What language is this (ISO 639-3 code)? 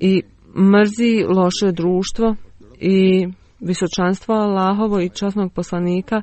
bos